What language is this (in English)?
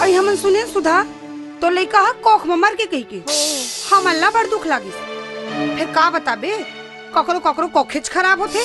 Chhattisgarhi